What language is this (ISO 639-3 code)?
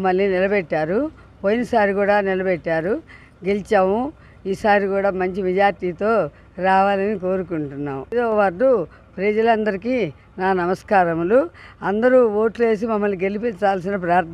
tel